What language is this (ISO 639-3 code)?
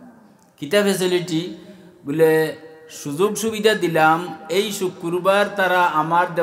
syl